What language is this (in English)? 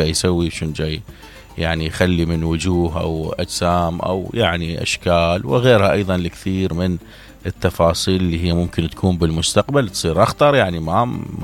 Mesopotamian Arabic